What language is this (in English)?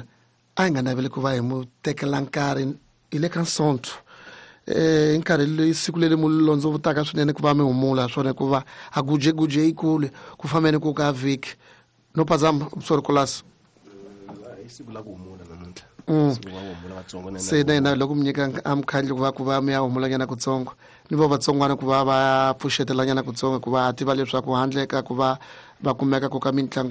Tsonga